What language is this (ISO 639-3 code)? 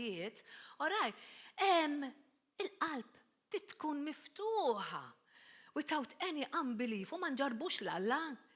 mlt